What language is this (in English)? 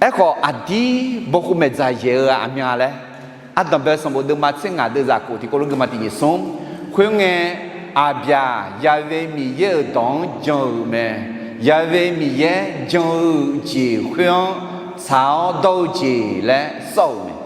Akha